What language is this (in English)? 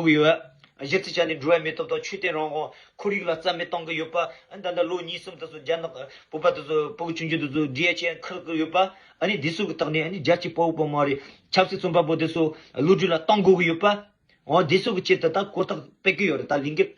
Tibetan